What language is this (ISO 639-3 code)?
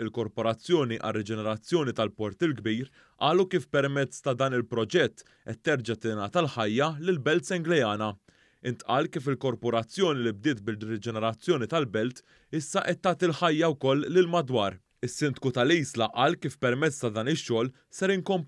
mlt